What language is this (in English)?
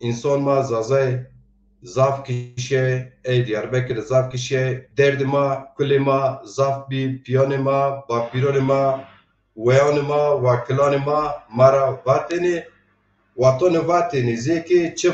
Zaza